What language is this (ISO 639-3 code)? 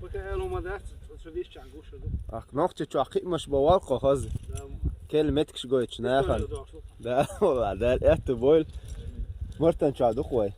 che